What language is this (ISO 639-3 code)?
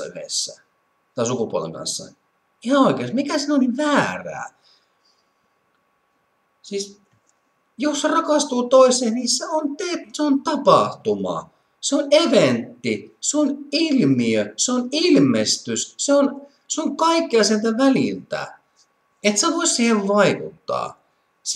fin